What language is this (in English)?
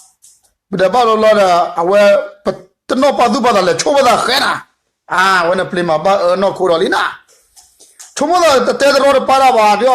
S'gaw Karen